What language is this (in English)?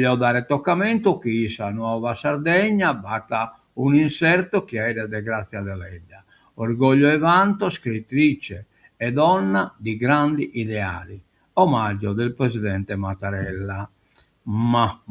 Sardinian